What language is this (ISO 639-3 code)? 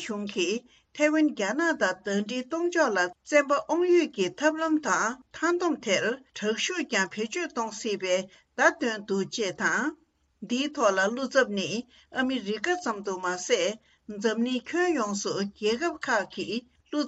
bod